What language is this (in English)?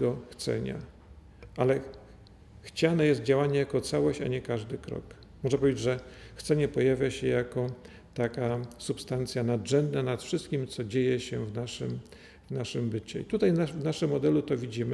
Polish